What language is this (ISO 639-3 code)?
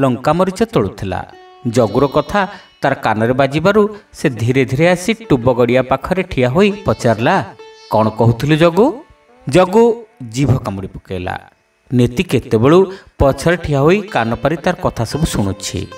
ori